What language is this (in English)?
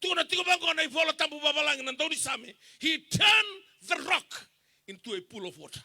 Fijian